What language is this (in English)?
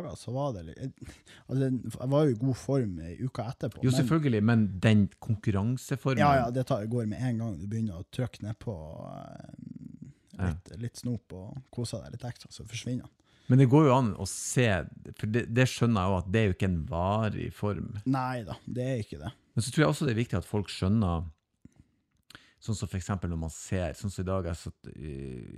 Norwegian